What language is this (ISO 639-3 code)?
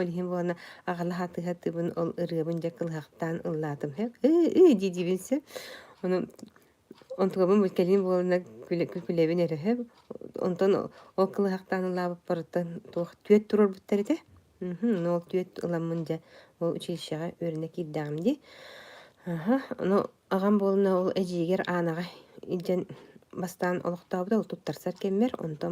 sah